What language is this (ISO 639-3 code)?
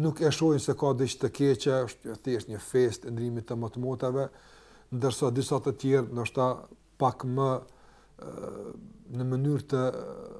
sqi